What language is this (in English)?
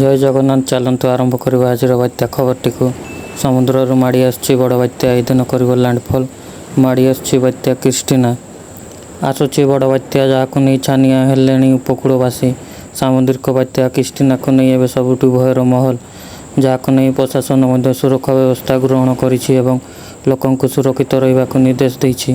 Odia